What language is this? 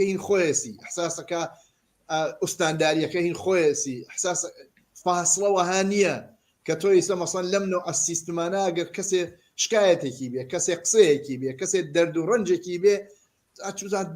Central Kurdish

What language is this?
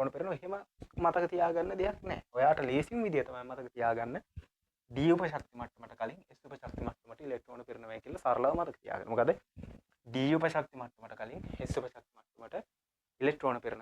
Sinhala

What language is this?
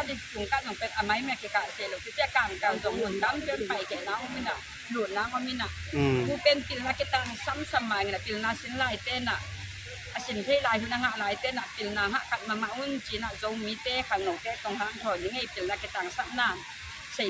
Tedim Chin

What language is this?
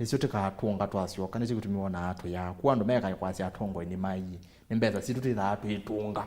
Kamba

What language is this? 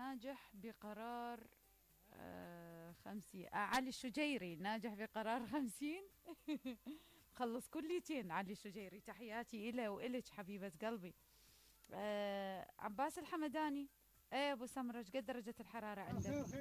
Mesopotamian Arabic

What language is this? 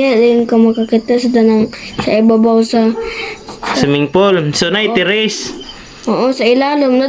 Cebuano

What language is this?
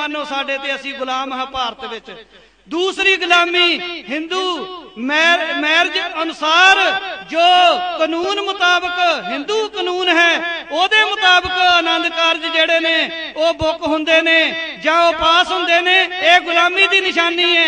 Punjabi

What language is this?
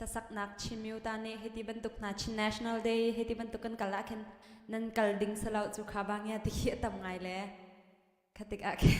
Hakha Chin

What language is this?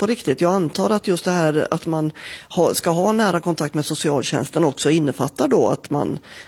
Swedish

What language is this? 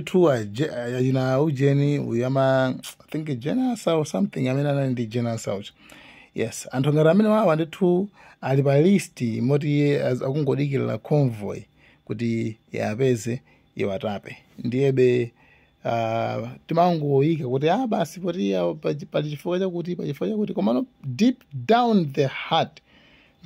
Nyanja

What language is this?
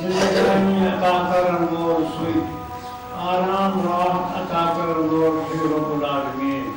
Kashmiri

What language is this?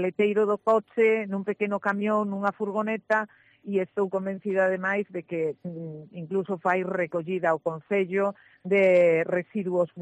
Galician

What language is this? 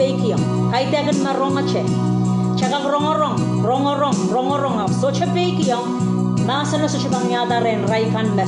Pohnpeian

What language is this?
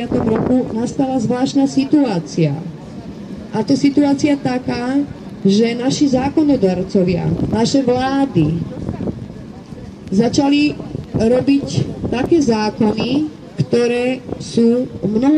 Slovak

